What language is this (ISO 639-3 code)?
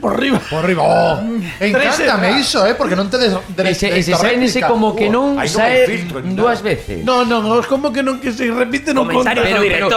glg